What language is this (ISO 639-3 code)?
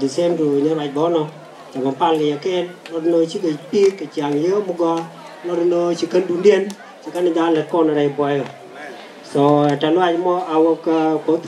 nus